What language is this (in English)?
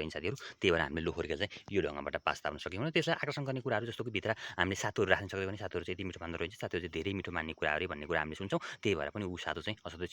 Nepali